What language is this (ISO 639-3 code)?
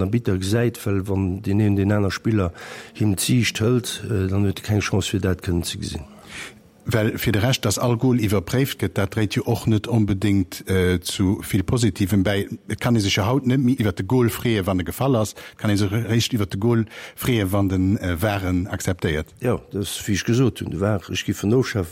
ltz